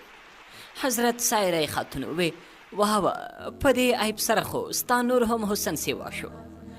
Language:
Pashto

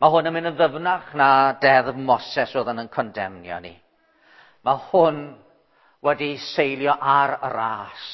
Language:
Welsh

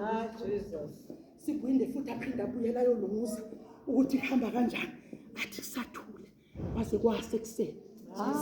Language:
Zulu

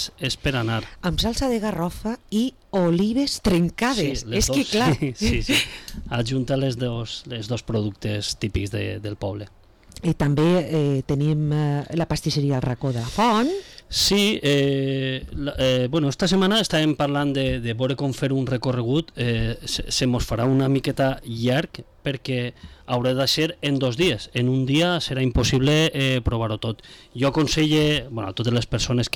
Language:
Catalan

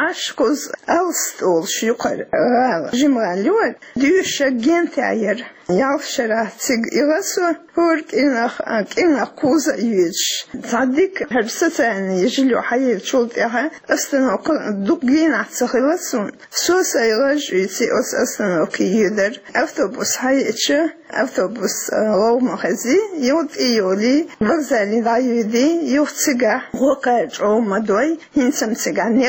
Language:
Chechen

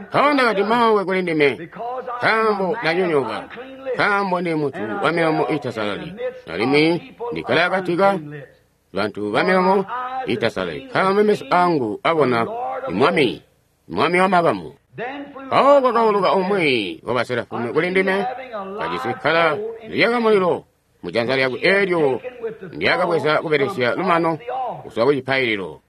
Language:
Tonga (Zambia)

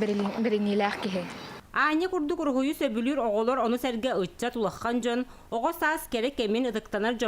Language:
Yakut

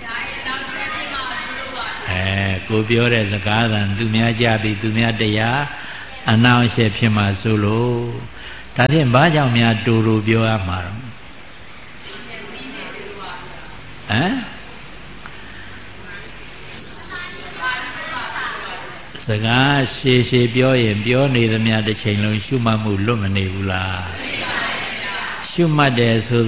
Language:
Burmese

